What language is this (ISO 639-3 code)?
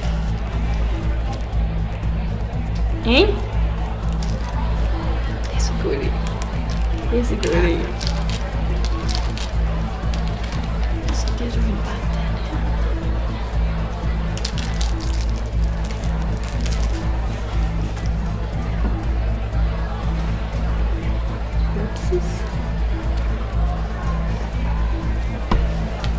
dan